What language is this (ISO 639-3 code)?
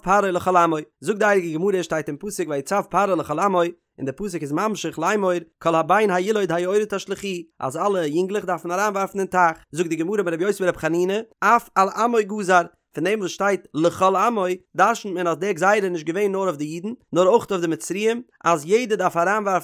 yid